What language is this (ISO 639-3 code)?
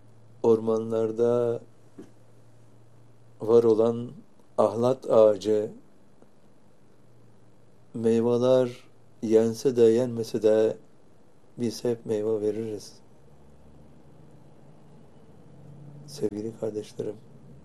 tur